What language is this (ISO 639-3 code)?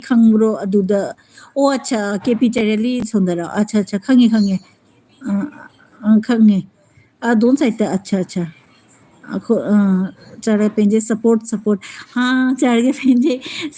mni